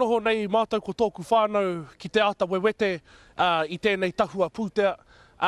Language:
Māori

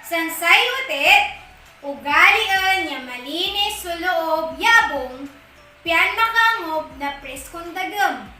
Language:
Pangasinan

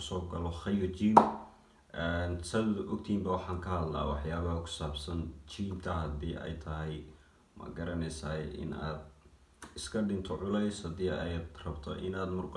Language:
Somali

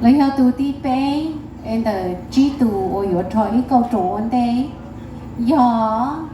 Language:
Hmong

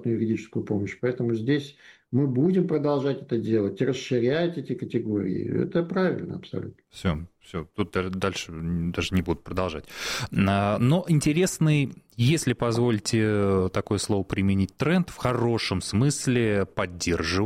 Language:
Russian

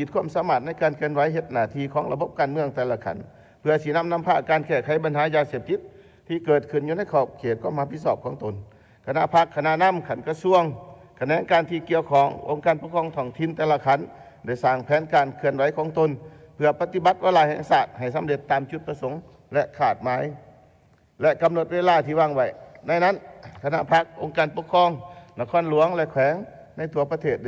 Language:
Lao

